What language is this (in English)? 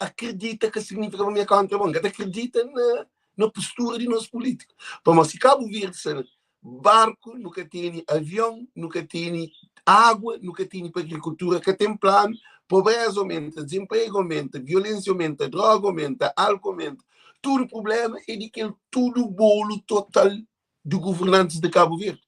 Kabuverdianu